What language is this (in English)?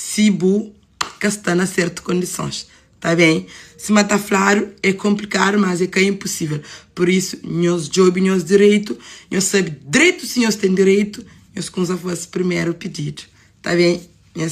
Kabuverdianu